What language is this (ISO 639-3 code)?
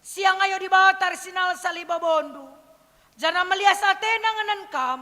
btx